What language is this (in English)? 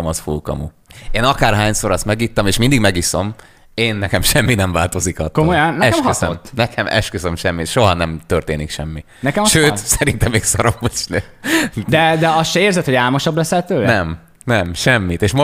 Hungarian